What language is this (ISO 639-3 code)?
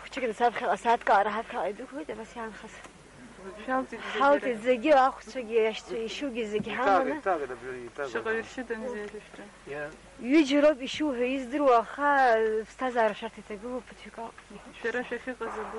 abk